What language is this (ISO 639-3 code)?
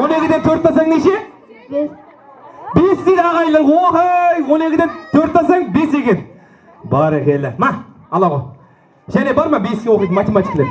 kaa